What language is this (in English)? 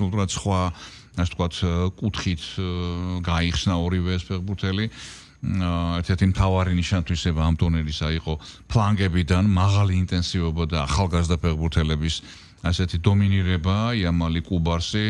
Georgian